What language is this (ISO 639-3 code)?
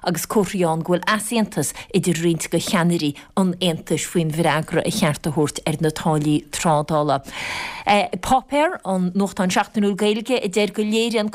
gle